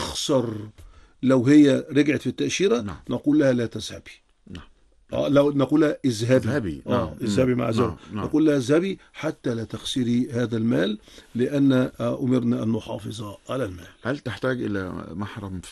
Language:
Arabic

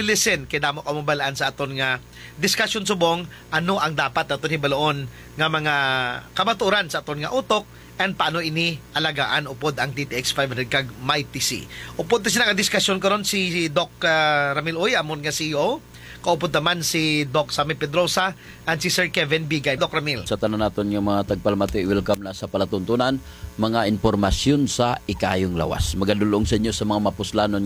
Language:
Hiligaynon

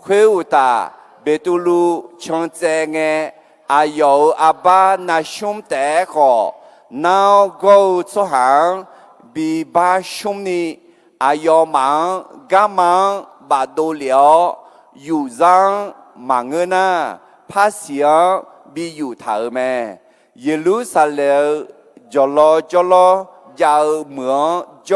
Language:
Akha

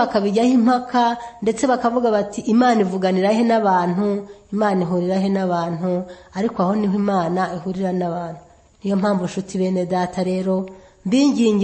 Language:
Kinyarwanda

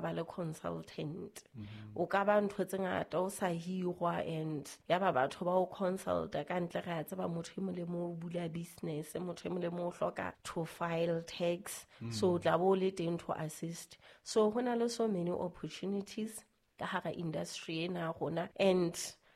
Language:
Southern Sotho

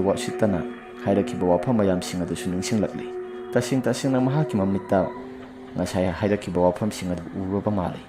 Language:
Manipuri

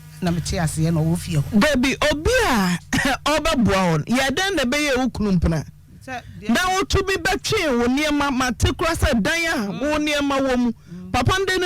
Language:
Akan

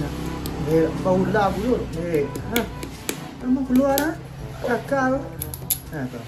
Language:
Minangkabau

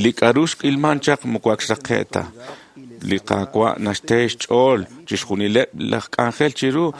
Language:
Kekchí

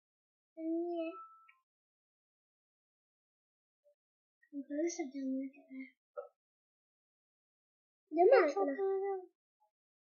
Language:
Turkish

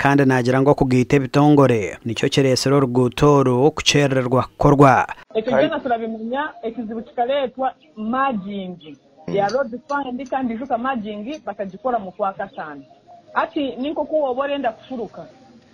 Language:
Nyankole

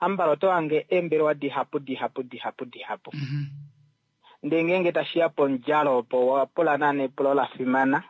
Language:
Kuanyama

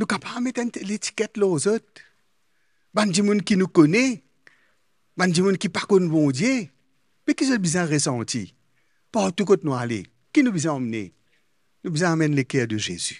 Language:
Morisyen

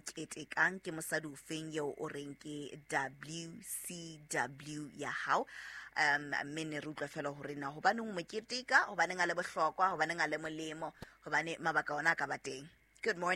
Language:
Southern Sotho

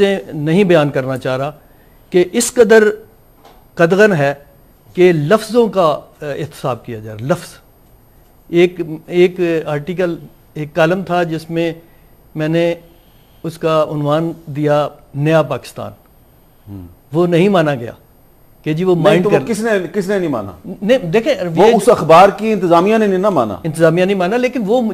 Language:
Urdu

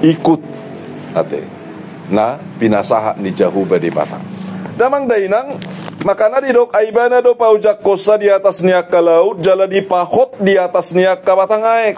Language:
Batak Toba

